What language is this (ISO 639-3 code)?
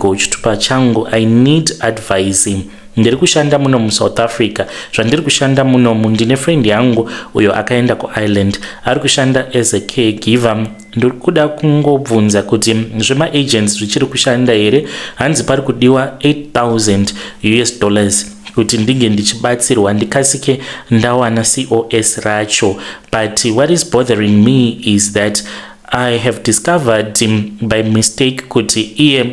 sna